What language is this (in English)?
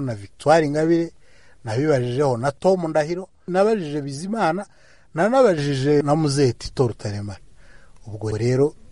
Kinyarwanda